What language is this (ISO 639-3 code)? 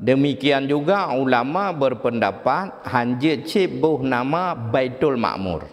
ace